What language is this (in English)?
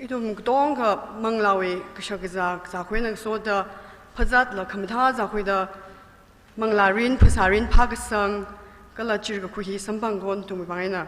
Tangkhul Naga (India)